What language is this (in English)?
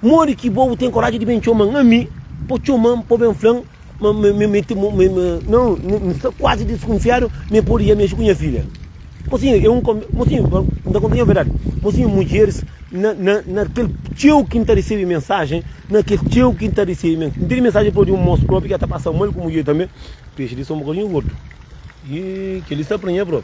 Kabuverdianu